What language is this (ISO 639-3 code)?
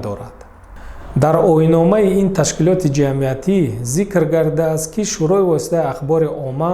tgk